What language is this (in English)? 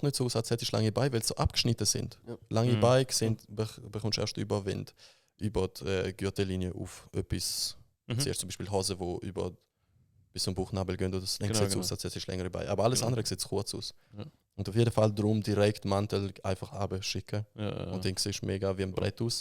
Swiss German